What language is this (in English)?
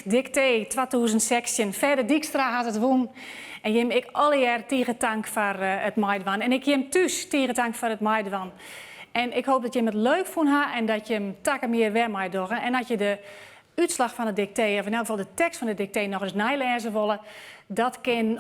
Western Frisian